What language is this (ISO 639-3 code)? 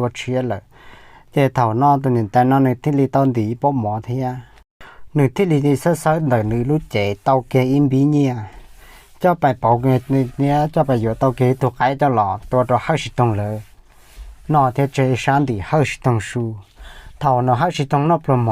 hmn